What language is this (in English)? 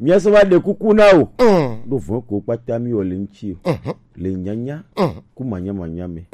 Gen